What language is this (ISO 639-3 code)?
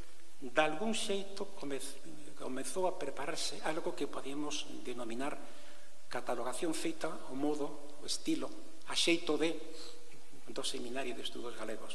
glg